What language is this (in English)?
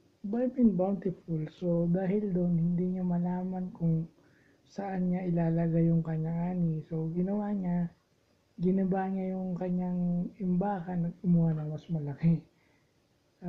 Filipino